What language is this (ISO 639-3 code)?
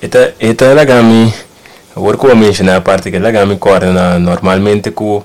pap